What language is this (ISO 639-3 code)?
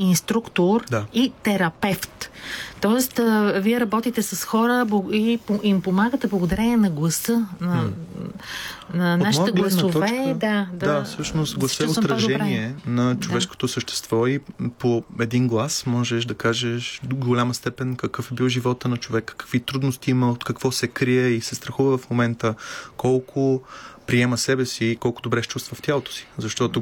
bul